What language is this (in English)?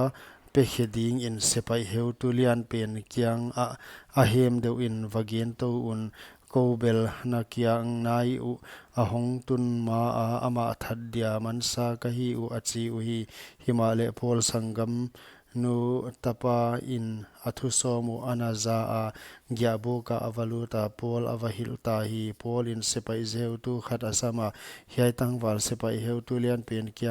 Paite Chin